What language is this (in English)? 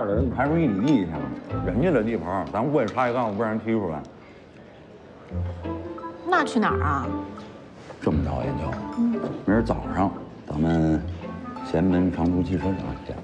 Chinese